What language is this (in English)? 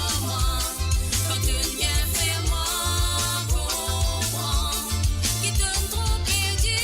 Morisyen